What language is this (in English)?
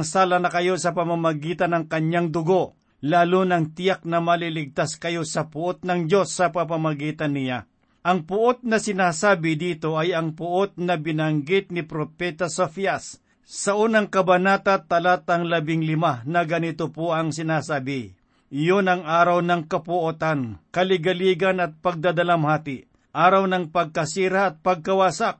Filipino